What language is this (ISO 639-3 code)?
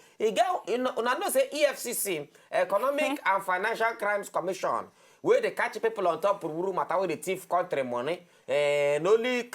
pcm